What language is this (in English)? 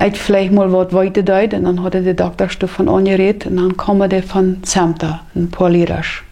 Plautdietsch